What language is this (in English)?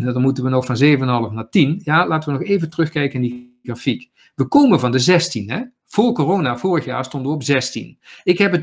Dutch